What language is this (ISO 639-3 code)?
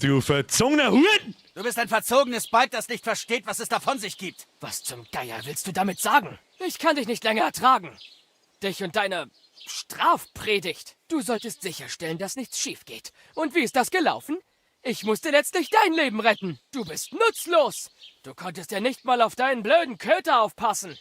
bar